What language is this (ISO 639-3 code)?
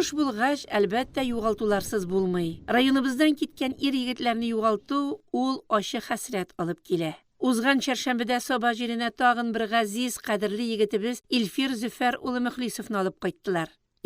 tat